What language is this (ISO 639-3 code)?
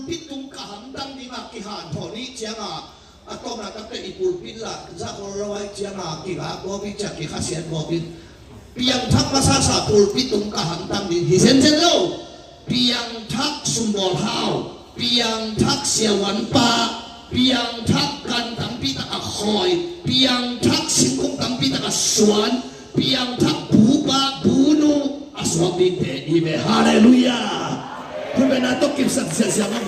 ctd